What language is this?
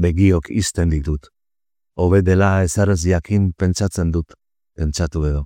Basque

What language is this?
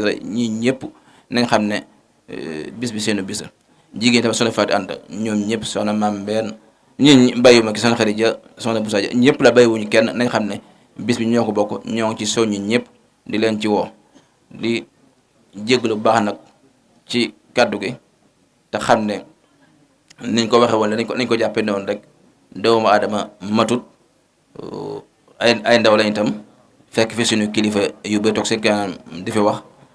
Wolof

